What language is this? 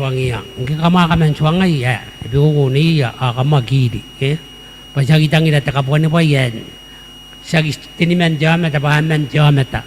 Gilbertese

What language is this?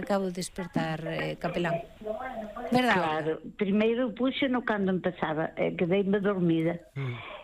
Galician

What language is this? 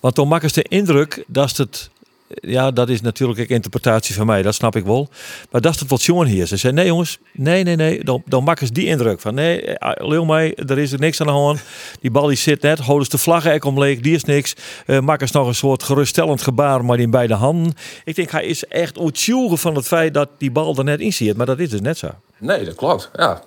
Western Frisian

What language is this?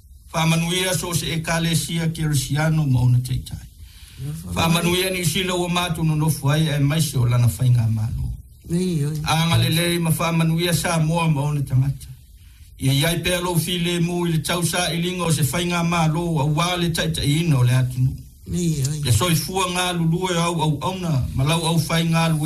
Samoan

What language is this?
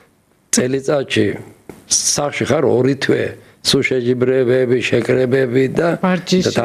Georgian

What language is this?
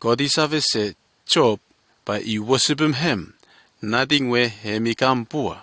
Bislama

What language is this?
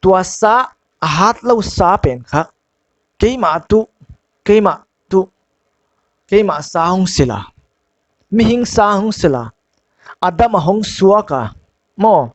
Paite Chin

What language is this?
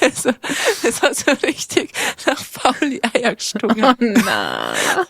Bavarian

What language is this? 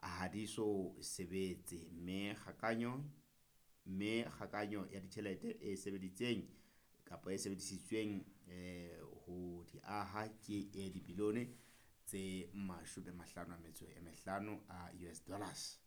Southern Sotho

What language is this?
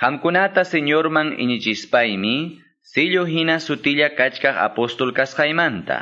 Quechua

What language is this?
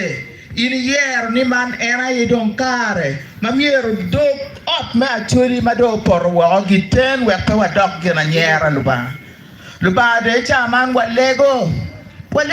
Acoli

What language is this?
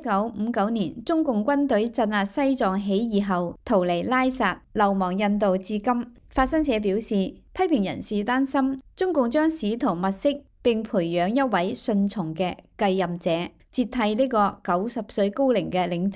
Cantonese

